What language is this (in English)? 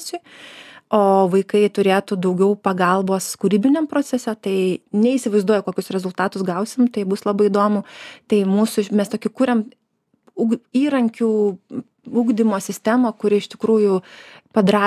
Lithuanian